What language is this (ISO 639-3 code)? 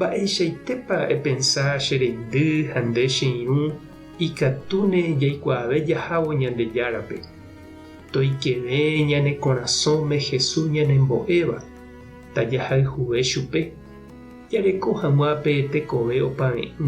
grn